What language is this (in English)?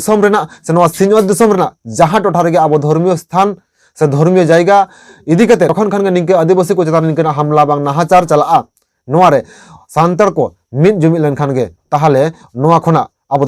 Santali